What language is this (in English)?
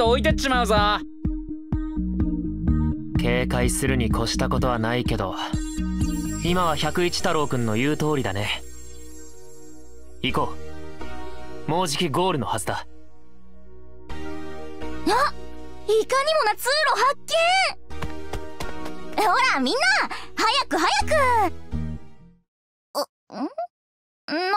Japanese